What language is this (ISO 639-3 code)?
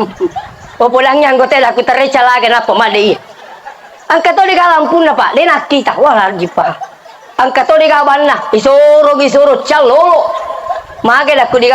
bug